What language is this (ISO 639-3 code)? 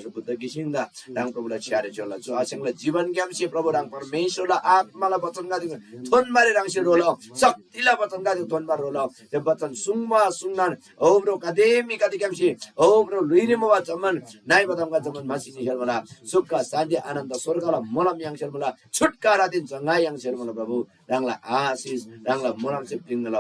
taj